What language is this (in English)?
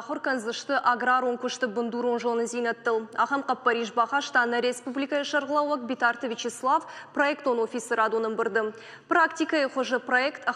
Ossetic